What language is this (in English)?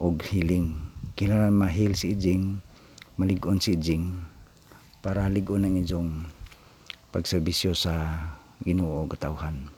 Cebuano